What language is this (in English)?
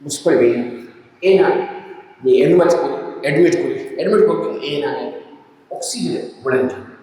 Divehi